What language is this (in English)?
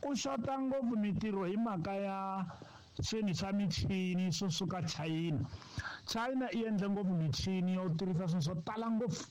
Tsonga